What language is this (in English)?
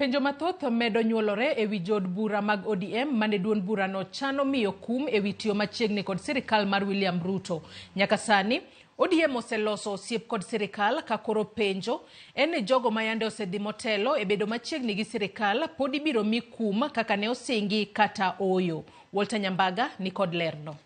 Luo (Kenya and Tanzania)